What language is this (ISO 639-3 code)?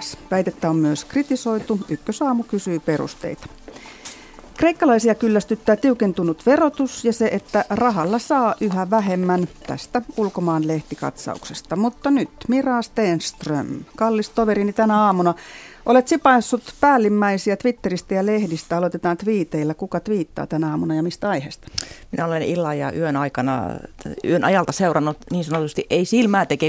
fin